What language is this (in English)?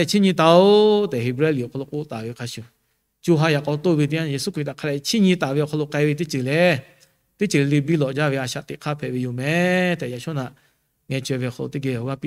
Lahu